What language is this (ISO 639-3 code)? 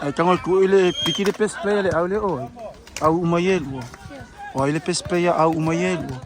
smo